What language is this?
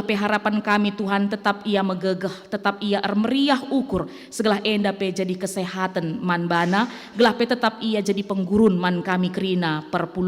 Batak Karo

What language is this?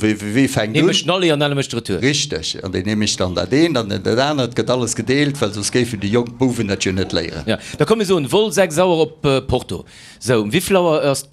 Luxembourgish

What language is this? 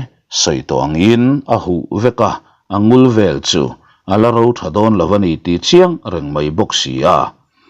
Mizo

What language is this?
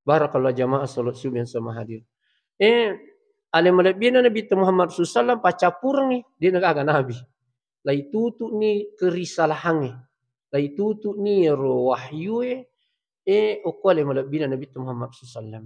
Buginese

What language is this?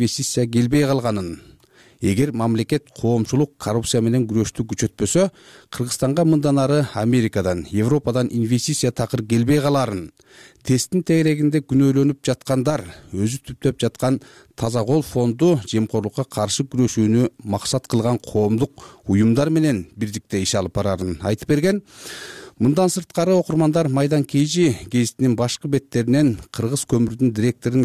Kyrgyz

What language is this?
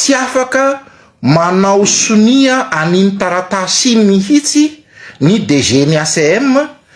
Malagasy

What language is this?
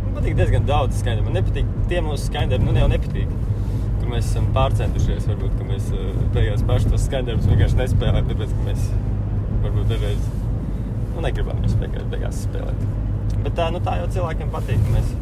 Latvian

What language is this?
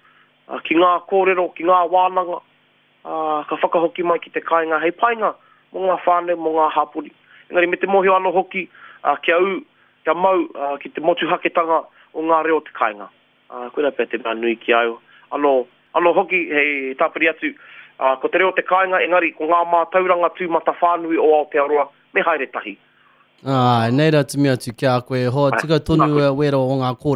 Māori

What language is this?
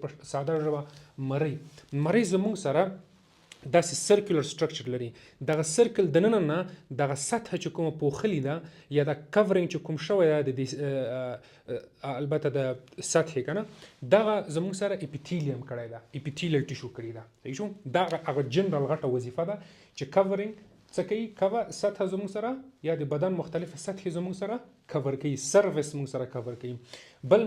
Pashto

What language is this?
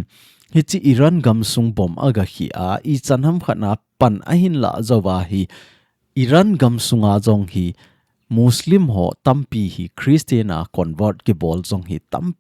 Thado Chin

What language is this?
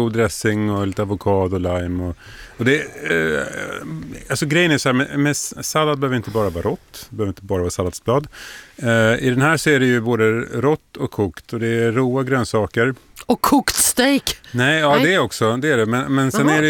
Swedish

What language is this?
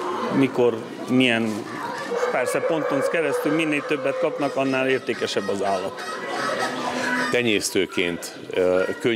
Hungarian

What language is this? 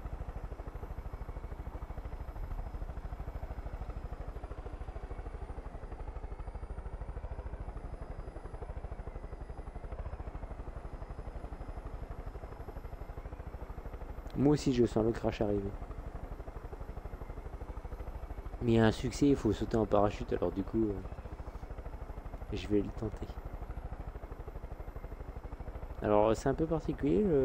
French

